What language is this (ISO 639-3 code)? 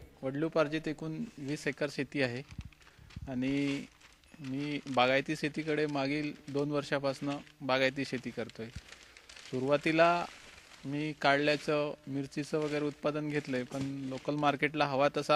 mar